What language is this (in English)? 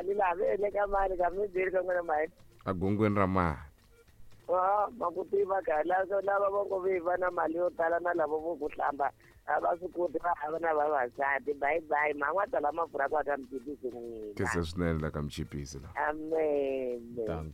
Tsonga